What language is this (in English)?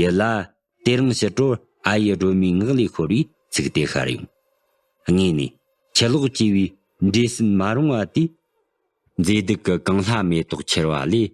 Tibetan